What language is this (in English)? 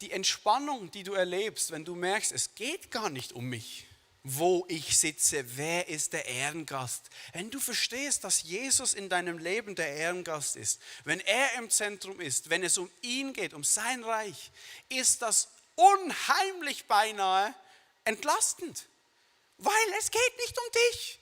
Swiss German